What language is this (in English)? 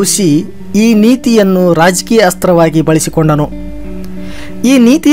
Kannada